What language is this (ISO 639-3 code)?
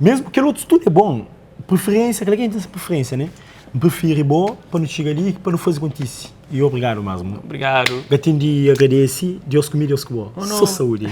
kea